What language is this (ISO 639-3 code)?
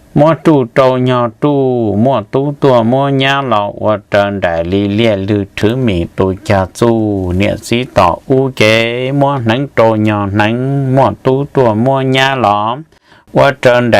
hmn